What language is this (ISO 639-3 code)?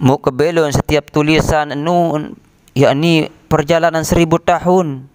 sas